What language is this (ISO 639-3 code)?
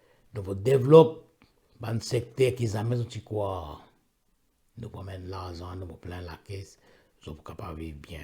mfe